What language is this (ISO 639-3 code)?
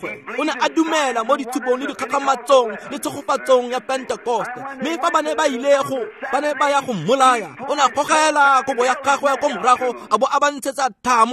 tsn